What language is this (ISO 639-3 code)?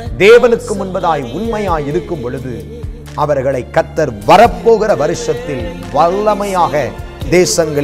tam